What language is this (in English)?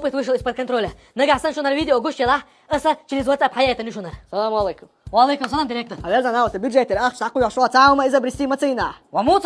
Chechen